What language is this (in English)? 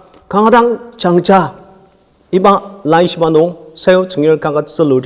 Ao Naga